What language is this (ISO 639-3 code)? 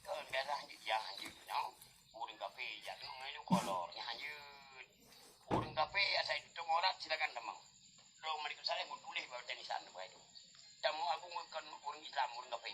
ace